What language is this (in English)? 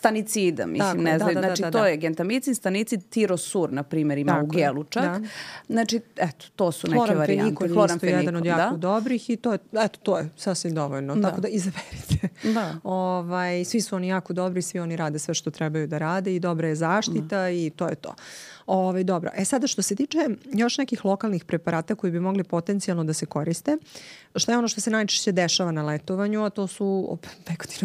Serbian